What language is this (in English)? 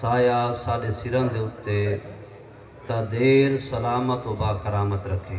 Saraiki